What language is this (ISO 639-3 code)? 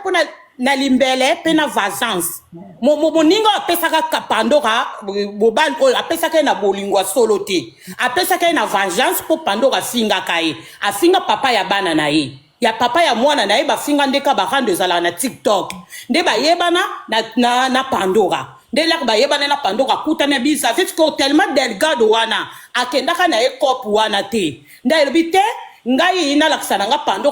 lin